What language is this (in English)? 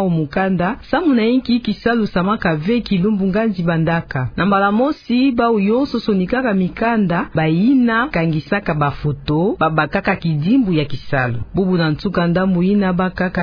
Kituba (Democratic Republic of Congo)